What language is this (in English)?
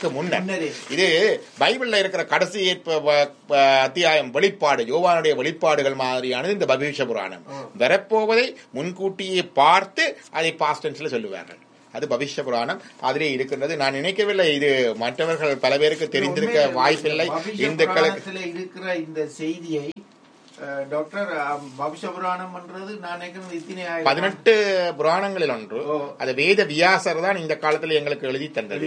Tamil